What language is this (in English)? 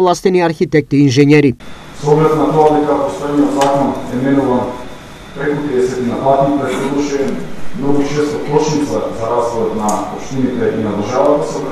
Macedonian